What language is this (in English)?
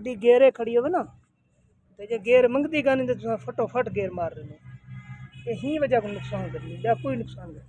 Saraiki